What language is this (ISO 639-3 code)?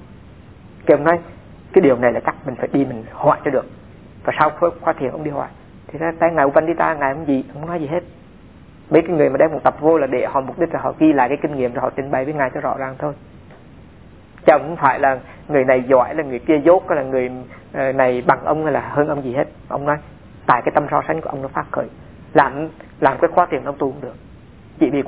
vie